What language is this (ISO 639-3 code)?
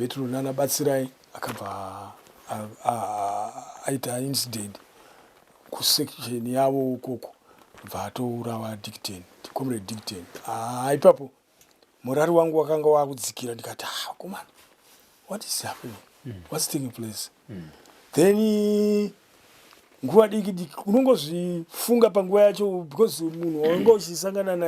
sna